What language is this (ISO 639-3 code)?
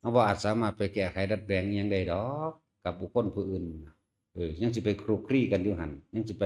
lao